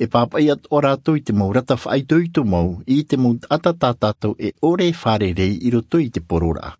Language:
Tahitian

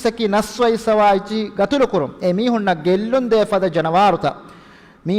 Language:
Divehi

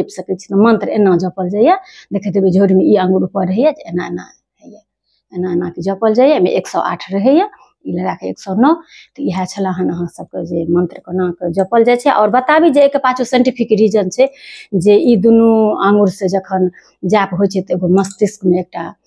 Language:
Maithili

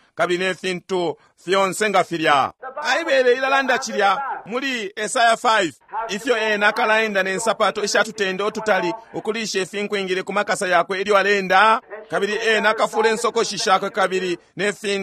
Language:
Bemba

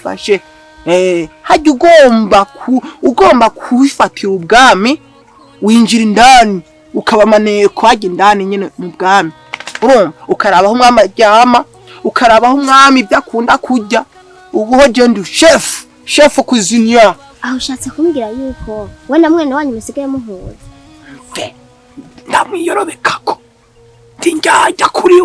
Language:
Rundi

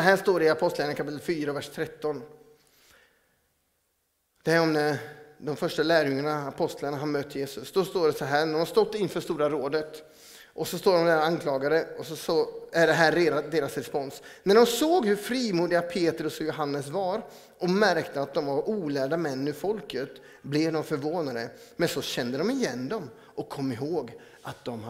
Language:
Swedish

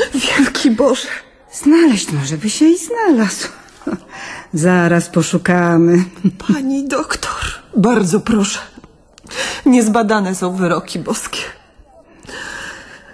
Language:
Polish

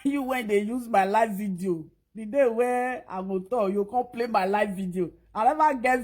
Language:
Nigerian Pidgin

